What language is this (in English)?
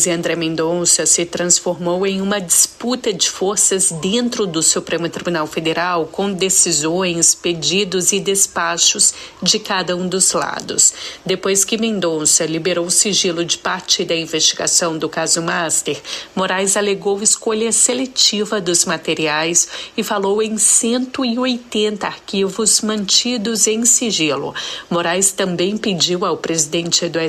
Portuguese